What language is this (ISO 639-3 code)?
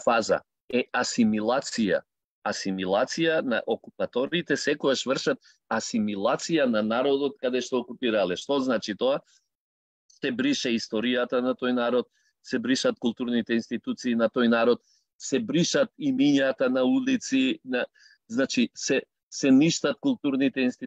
mkd